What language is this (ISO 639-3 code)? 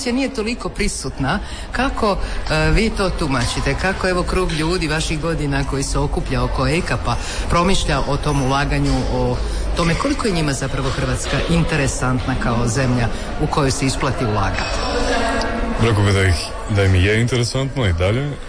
hrv